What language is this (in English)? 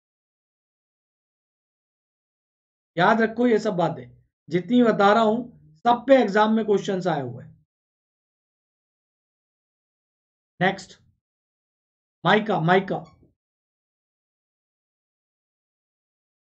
Hindi